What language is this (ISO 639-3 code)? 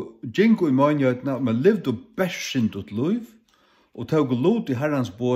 fao